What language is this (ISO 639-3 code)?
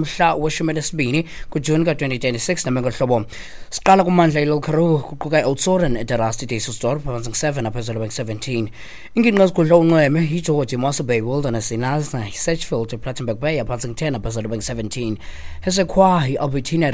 xho